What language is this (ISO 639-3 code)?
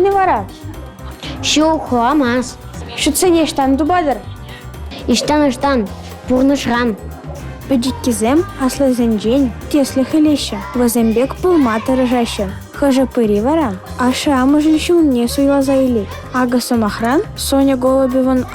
chv